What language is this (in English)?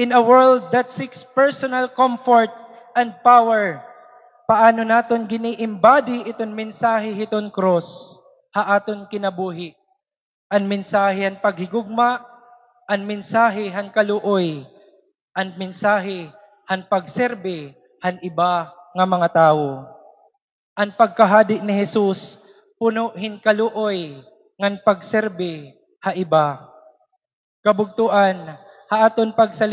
Waray